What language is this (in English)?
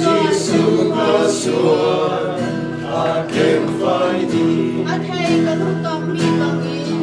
Falam Chin